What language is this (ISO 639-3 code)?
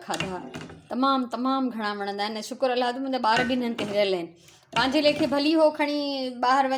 snd